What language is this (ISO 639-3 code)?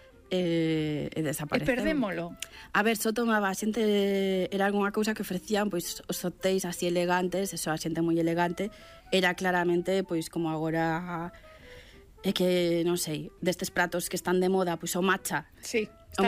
glg